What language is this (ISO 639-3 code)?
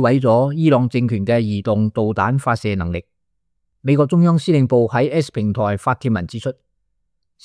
yue